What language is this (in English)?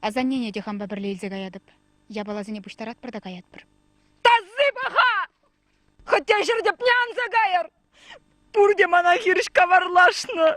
Chuvash